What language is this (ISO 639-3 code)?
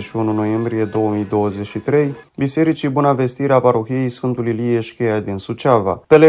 ron